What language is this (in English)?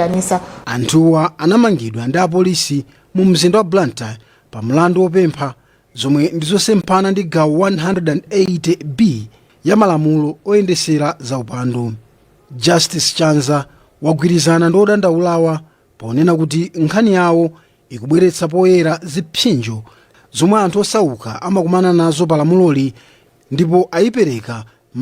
Nyanja